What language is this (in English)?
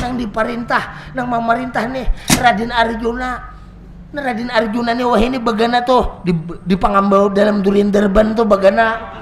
Banjar